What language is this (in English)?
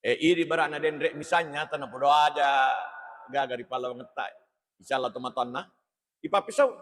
Buginese